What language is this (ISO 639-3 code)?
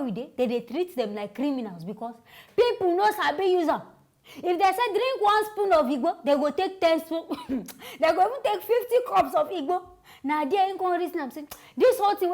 pcm